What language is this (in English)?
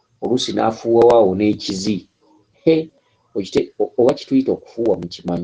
Ganda